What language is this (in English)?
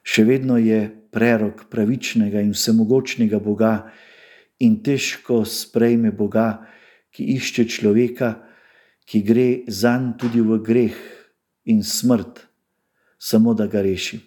Slovenian